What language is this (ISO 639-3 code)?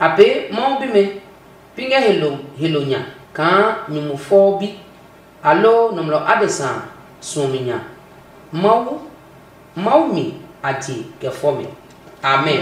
ada